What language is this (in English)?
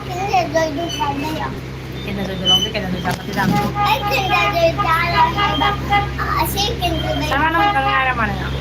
Manipuri